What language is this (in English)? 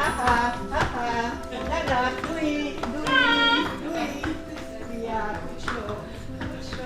Western Frisian